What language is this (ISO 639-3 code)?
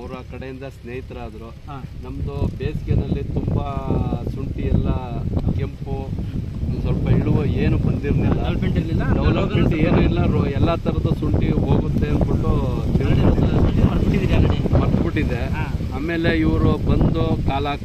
kan